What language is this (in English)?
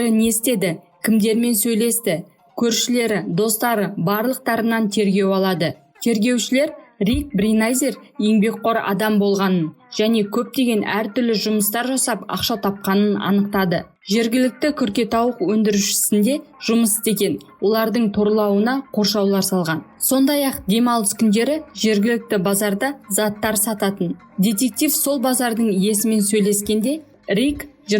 Kazakh